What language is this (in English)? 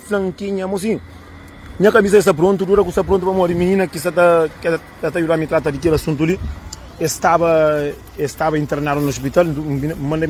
Kabuverdianu